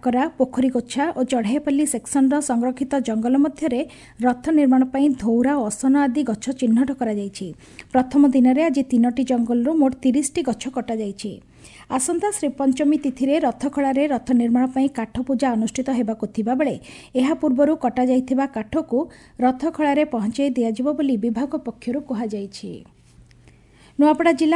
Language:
Odia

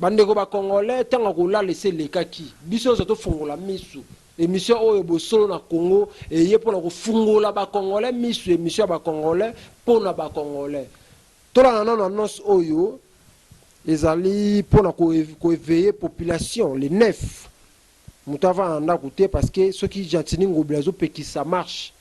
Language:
Lingala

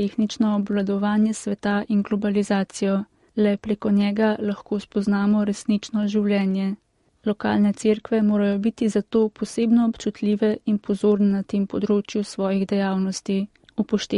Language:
Slovenian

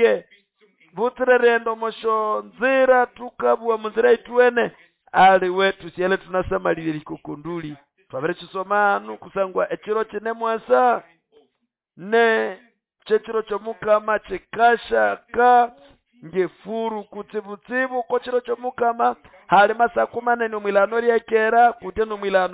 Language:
Nande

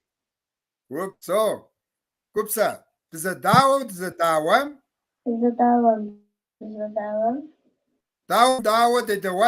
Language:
Kabardian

